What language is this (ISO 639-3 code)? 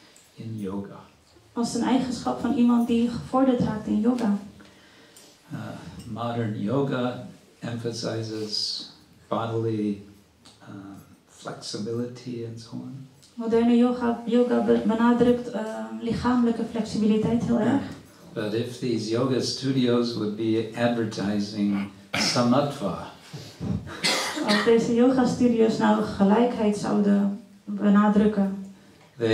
nld